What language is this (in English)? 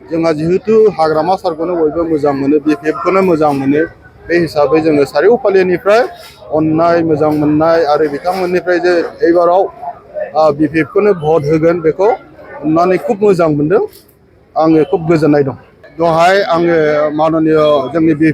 Bodo